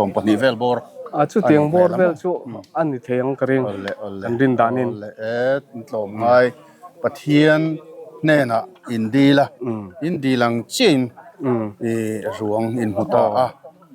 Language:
Mizo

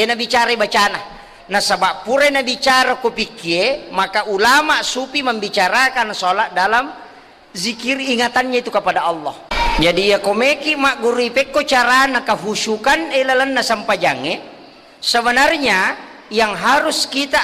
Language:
Buginese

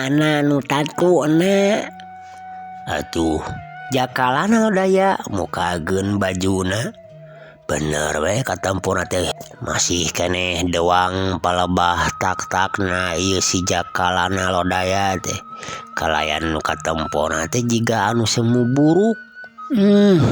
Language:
Sundanese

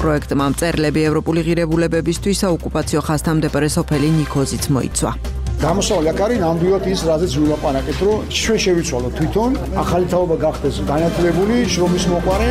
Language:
Georgian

